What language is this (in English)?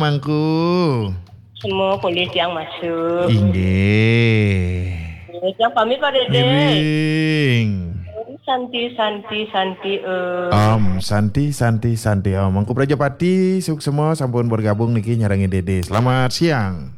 Balinese